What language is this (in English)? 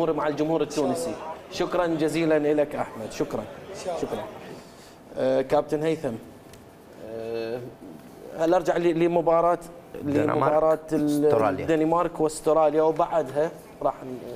Mesopotamian Arabic